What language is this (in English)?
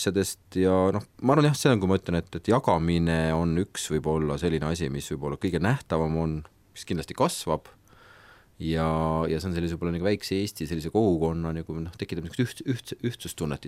Estonian